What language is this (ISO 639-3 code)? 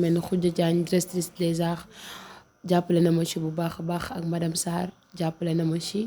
wol